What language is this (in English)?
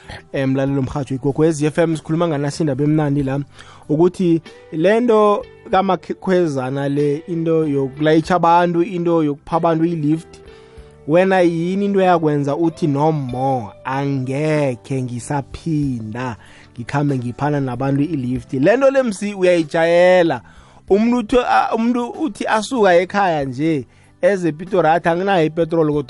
South Ndebele